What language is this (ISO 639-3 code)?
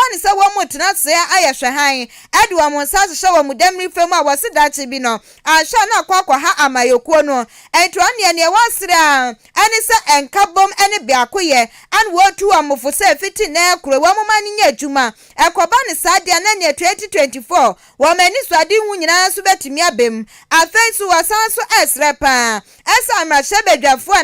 aka